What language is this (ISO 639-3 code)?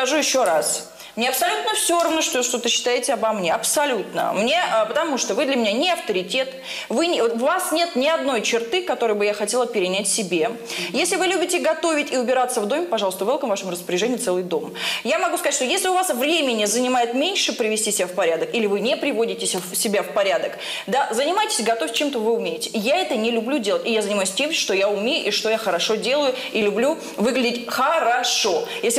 rus